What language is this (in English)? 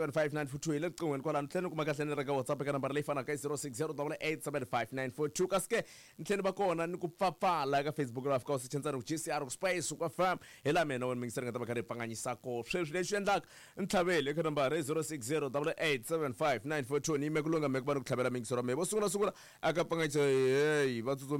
Tsonga